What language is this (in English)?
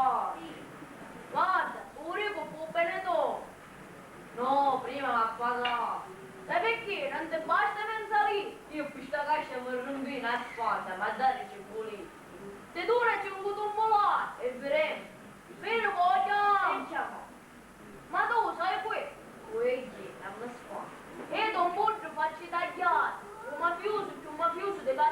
Sicilian